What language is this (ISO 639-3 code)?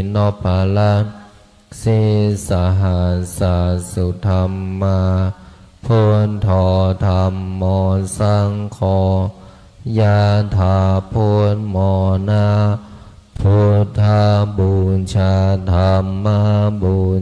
pli